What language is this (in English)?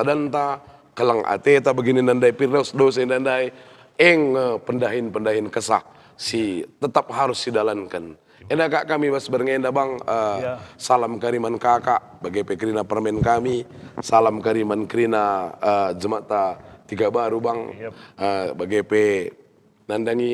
Batak Karo